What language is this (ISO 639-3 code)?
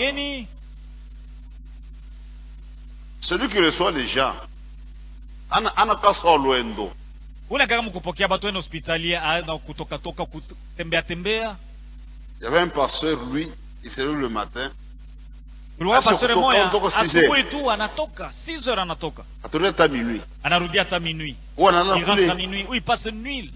swa